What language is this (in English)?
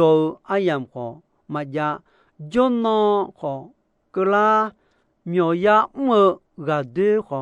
Akha